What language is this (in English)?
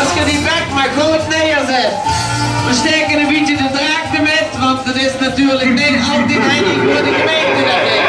Limburgish